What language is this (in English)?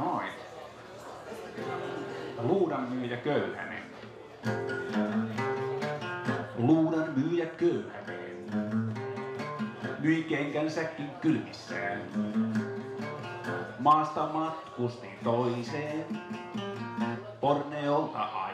Finnish